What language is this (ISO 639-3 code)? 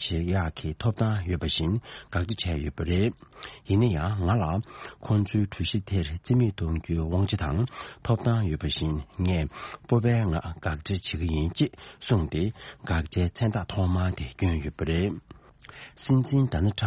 bod